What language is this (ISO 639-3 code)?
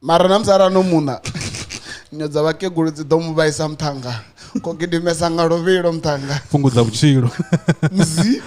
ven